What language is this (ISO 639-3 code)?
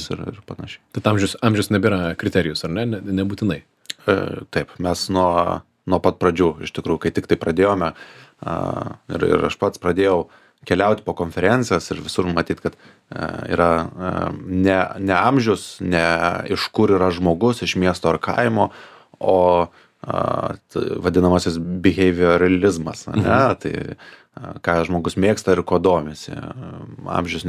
lit